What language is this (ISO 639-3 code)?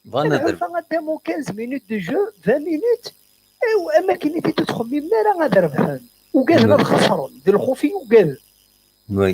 kab